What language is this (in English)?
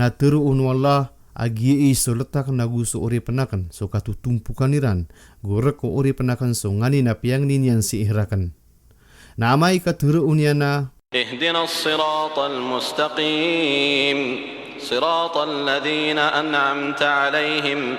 Maranao